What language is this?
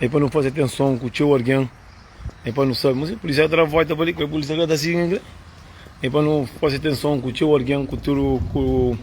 Kabuverdianu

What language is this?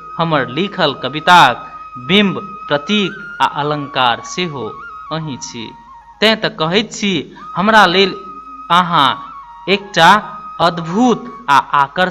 Maithili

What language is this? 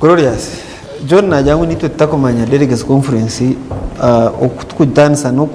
Nyankole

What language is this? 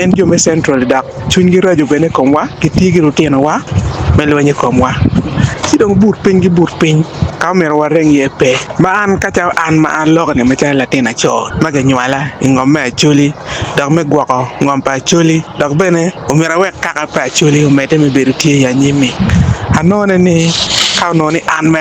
Acoli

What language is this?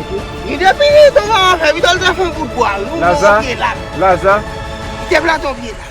Haitian Creole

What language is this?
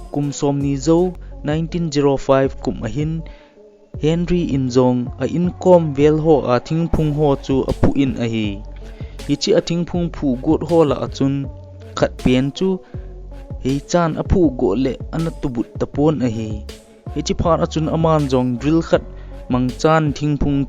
Thado Chin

